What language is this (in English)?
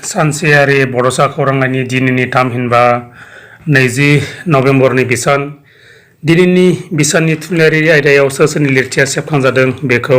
Bodo